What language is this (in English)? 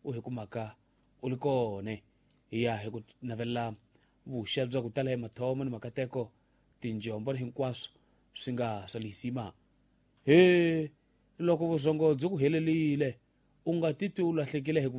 Tsonga